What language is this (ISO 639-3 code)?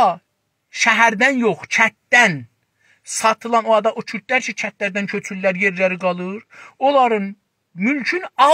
azb